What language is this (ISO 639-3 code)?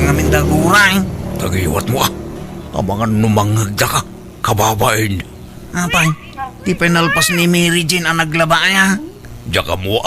ilo